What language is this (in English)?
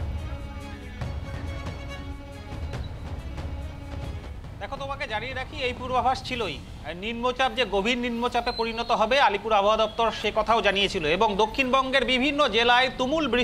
Bangla